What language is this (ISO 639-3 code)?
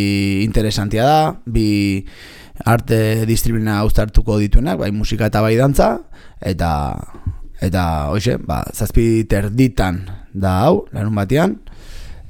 eus